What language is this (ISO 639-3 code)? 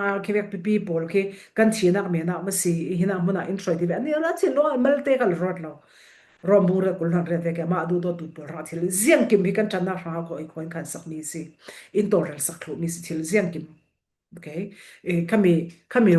cfm